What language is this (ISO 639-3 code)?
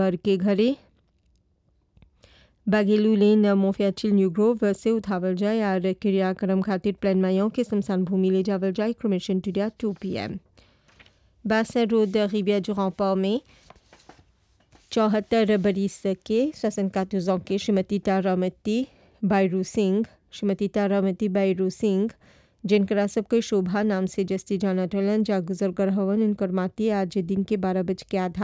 bho